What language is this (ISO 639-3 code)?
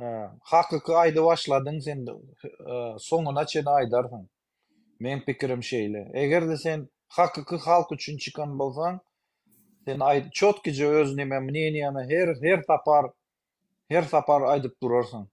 tuk